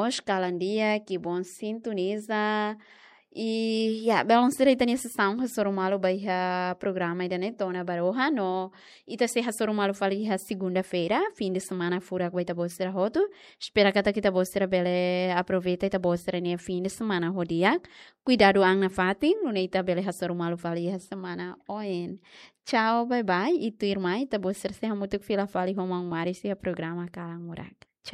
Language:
Tetum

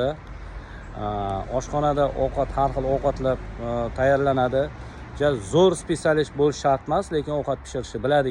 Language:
Uzbek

